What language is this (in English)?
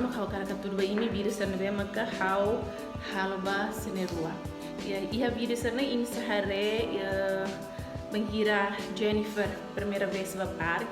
Tetum